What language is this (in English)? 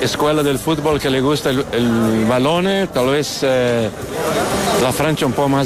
Spanish